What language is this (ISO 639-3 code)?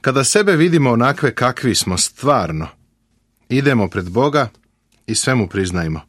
srp